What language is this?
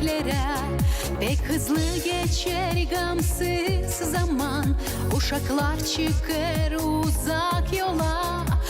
Gagauz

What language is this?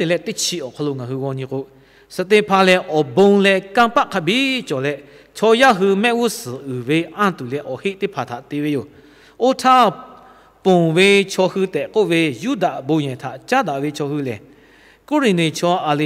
Lahu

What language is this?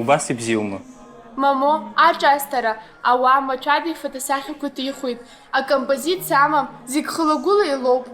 Abkhazian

